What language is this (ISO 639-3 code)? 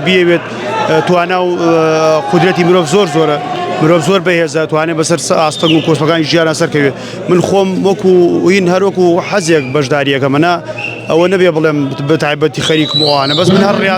ckb